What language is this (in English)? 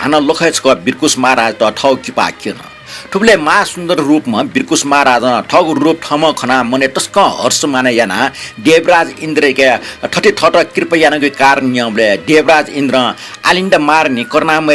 Newari